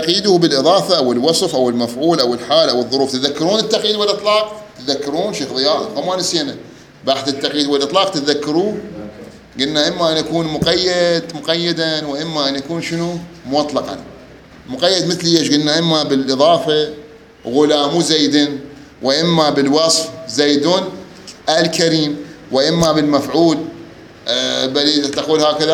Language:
Mesopotamian Arabic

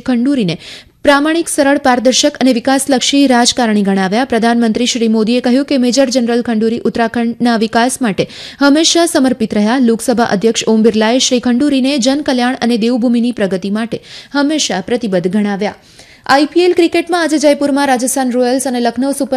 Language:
Gujarati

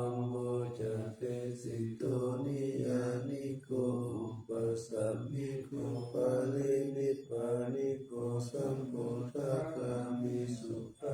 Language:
Pali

